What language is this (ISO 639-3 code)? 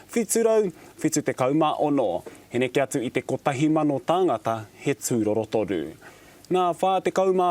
mri